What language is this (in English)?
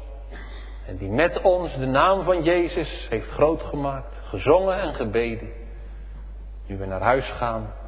Dutch